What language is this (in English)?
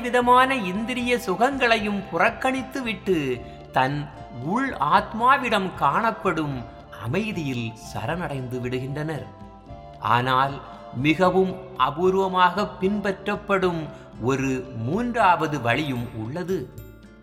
Tamil